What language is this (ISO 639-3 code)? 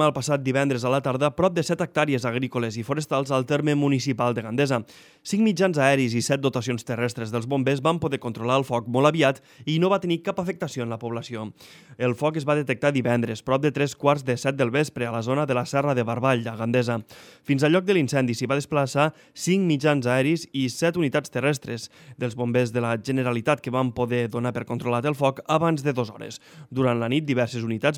cat